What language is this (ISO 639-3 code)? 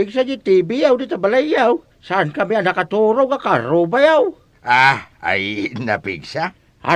ilo